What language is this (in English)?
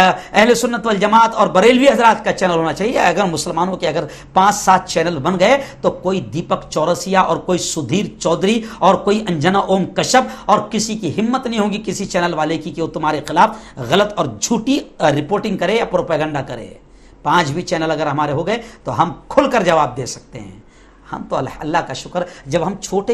Urdu